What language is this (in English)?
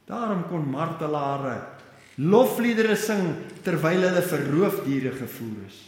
Afrikaans